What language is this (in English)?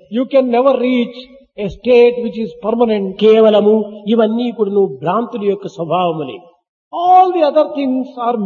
Telugu